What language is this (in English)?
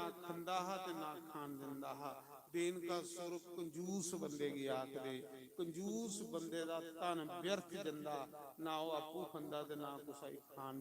Dogri